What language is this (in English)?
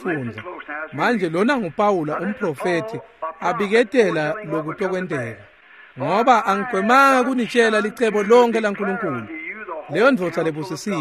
Swati